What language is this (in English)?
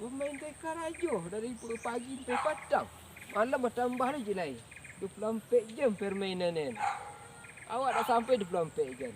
Minangkabau